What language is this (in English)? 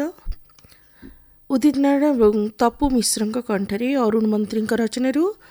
Odia